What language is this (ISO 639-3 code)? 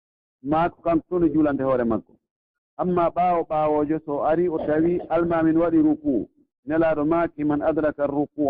fuf